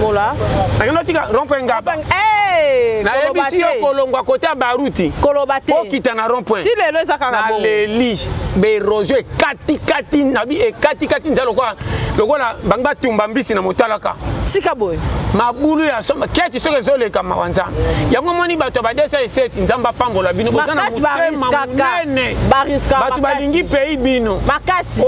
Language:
Lingala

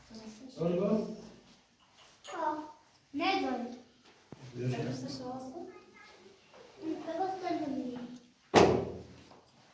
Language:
Persian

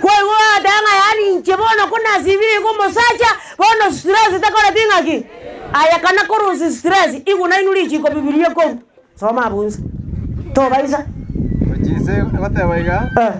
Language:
Gusii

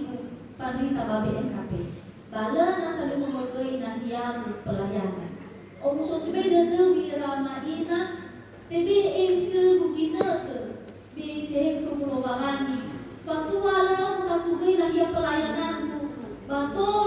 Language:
Nias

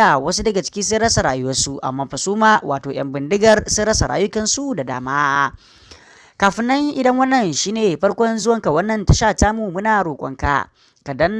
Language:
Hausa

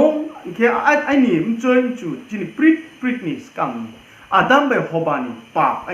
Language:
Riang (India)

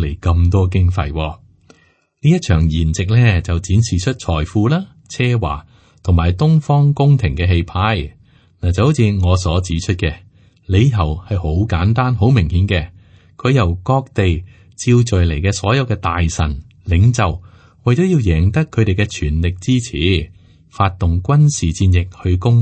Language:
Cantonese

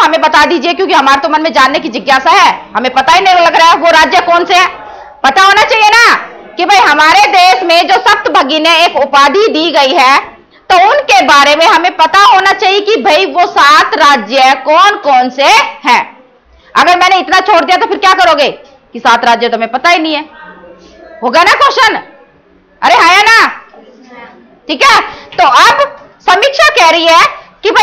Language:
Hindi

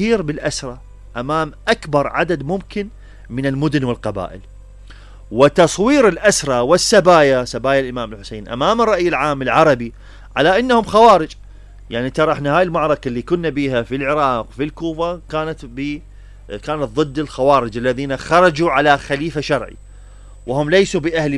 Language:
Mesopotamian Arabic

